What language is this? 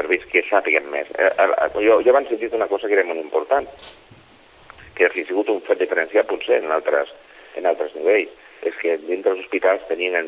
Catalan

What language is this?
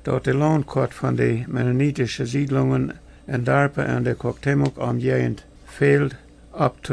Plautdietsch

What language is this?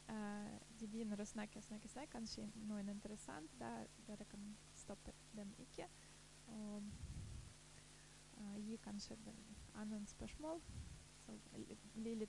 Norwegian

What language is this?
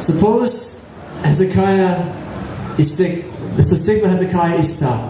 Tok Pisin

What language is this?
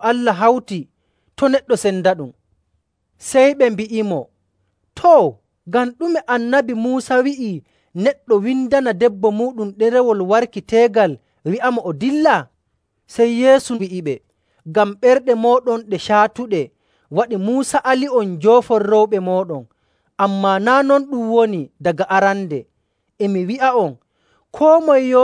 Nigerian Fulfulde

